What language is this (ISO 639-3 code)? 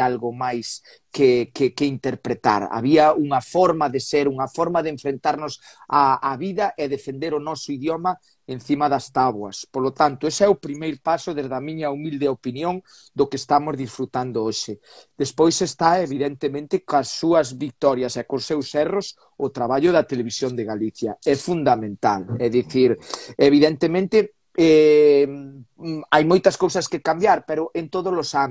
glg